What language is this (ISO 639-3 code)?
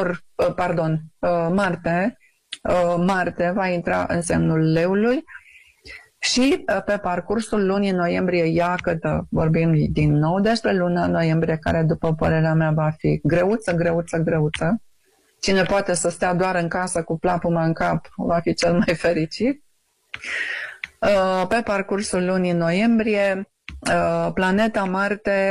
ron